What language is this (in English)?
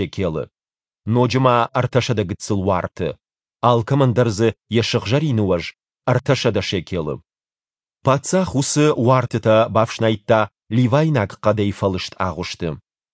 Ossetic